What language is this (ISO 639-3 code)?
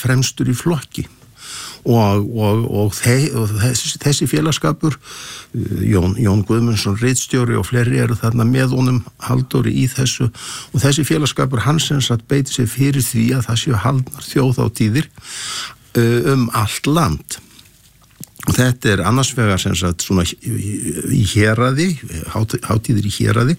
isl